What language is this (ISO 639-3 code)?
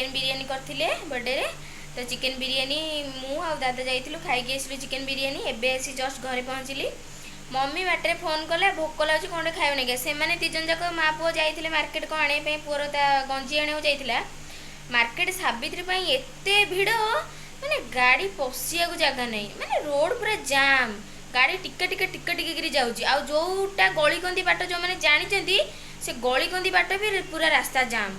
ori